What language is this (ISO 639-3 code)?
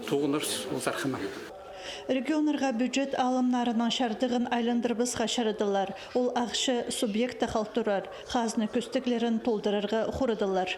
kjh